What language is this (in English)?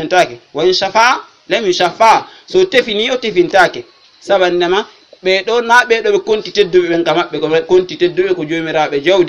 Fula